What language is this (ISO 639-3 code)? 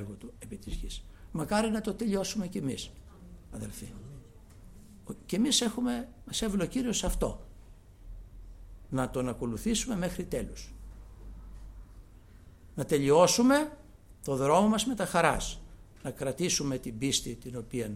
ell